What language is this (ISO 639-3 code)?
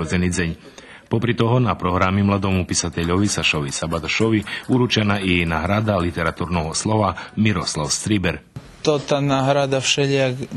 rue